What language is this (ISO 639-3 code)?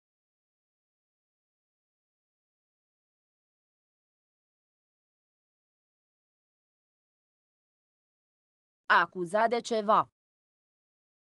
ron